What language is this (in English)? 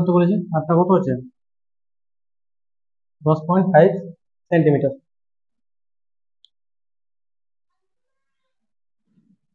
Bangla